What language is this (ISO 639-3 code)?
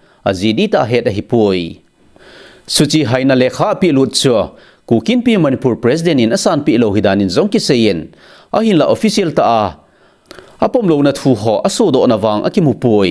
tcz